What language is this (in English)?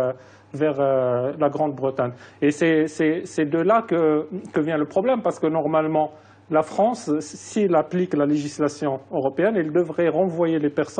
French